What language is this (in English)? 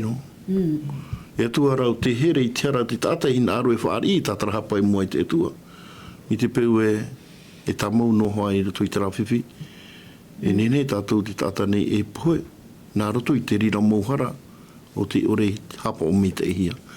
Tahitian